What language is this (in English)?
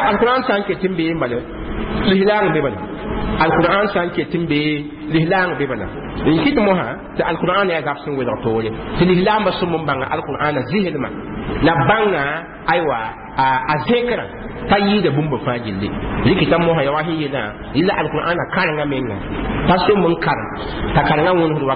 Mossi